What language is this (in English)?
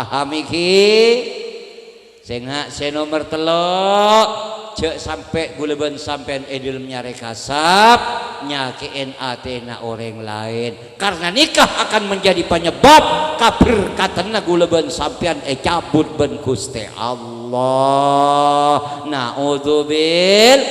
Madurese